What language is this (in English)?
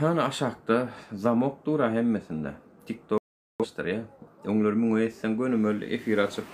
Turkmen